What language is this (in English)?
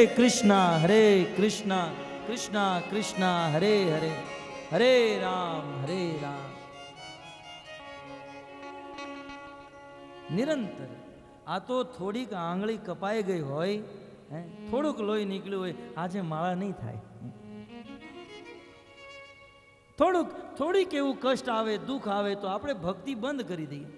Gujarati